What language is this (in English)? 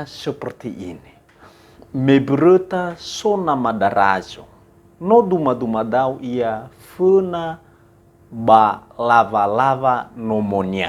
Nias